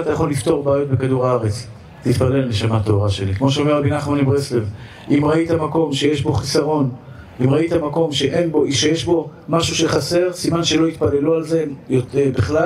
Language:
Hebrew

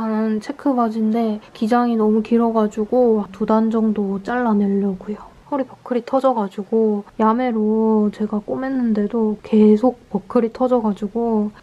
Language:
Korean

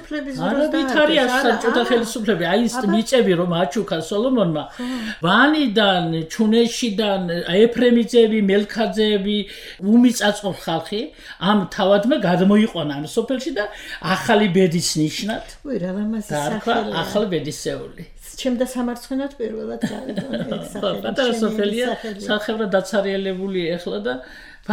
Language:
Georgian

